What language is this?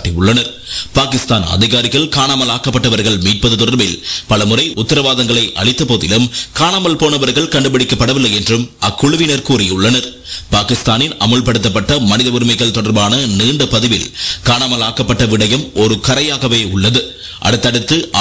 Tamil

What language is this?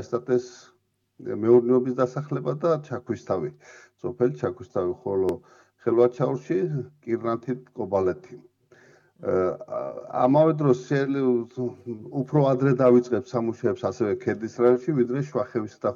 Georgian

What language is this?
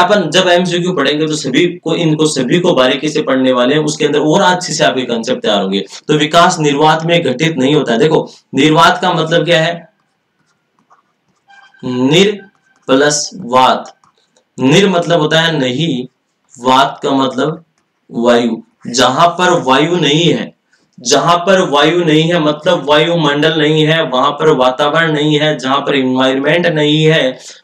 Hindi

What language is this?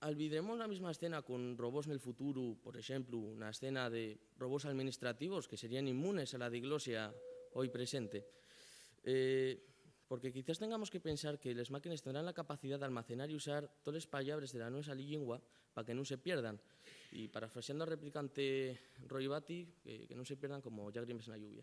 Asturian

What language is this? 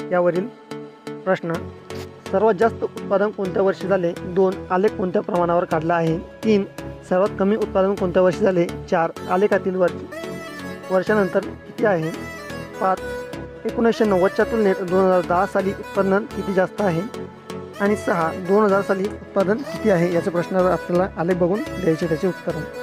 Marathi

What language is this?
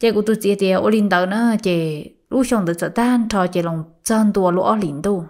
Hmong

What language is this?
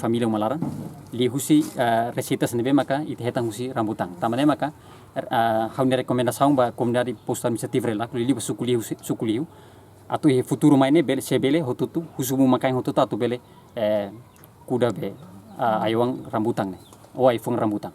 Tetum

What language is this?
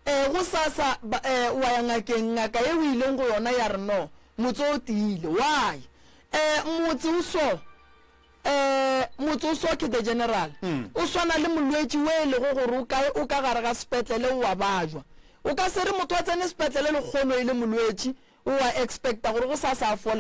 Northern Sotho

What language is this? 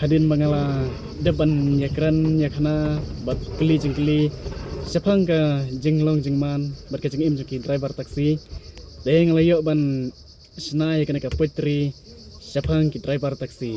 Khasi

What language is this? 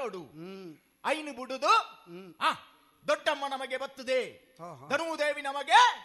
Tulu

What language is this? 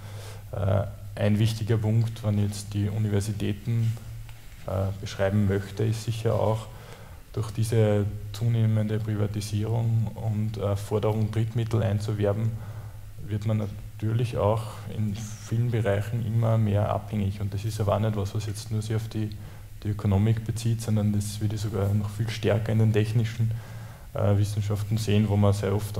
German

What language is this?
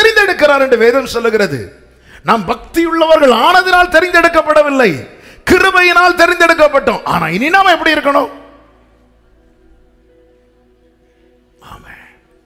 Tamil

